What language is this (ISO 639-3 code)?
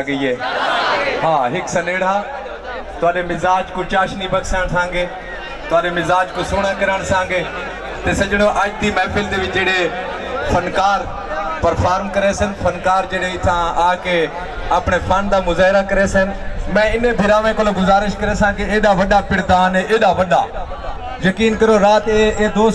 skr